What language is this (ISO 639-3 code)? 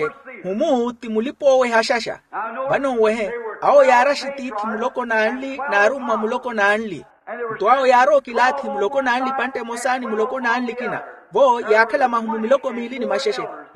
vmw